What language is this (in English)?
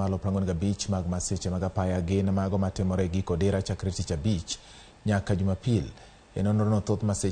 Luo (Kenya and Tanzania)